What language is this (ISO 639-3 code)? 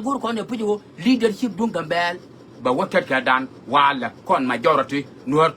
nus